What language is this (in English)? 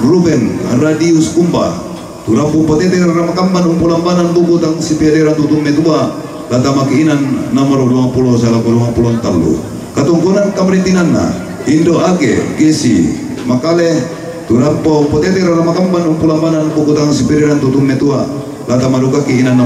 Toraja-Sa'dan